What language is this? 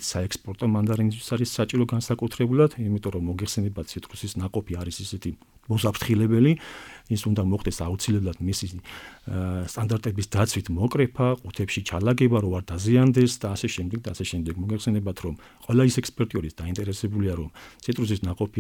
Georgian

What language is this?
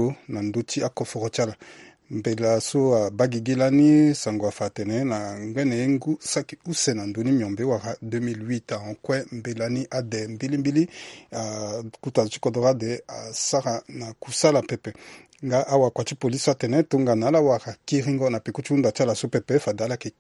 Sango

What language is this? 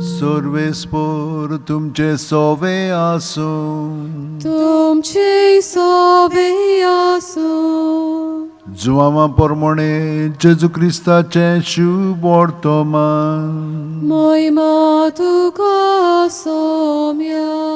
Konkani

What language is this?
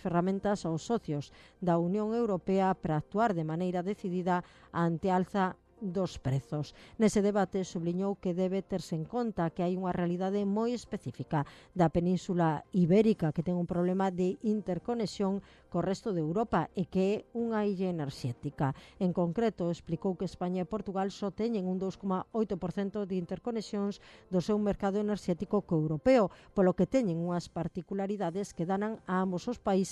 Galician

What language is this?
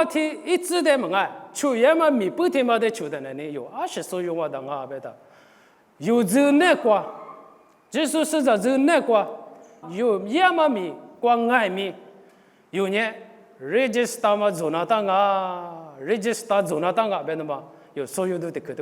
Lisu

